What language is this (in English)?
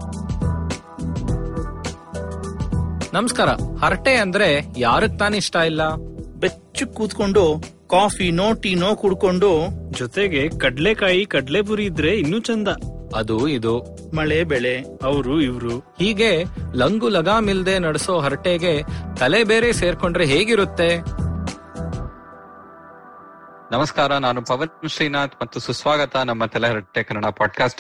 Kannada